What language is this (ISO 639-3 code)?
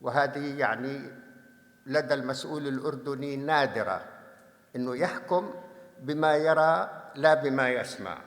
apc